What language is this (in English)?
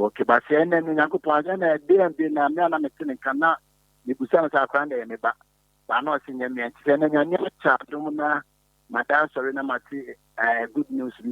Akan